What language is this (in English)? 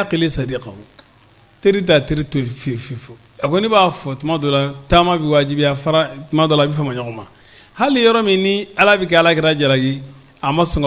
Bambara